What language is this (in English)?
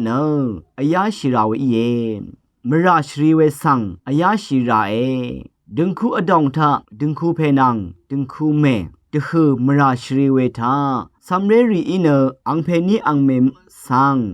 Rawang